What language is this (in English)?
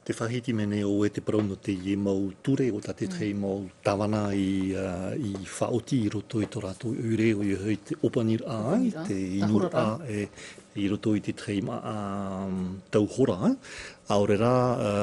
Tahitian